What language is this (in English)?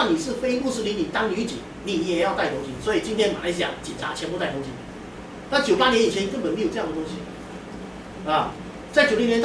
Chinese